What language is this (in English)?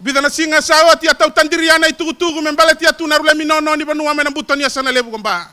Fijian